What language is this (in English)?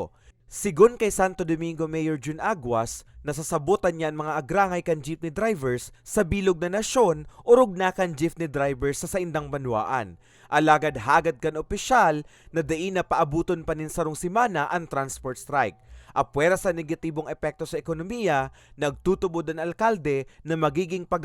Bikol